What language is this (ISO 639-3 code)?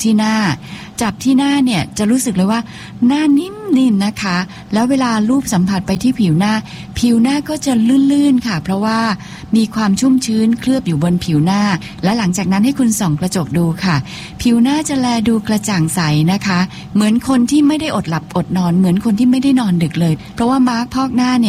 tha